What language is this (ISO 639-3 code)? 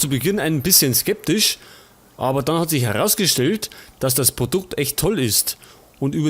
bar